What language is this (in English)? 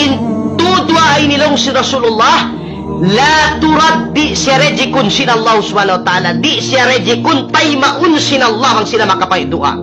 Tausug